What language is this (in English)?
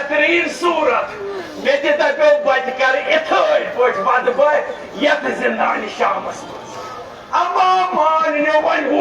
Kashmiri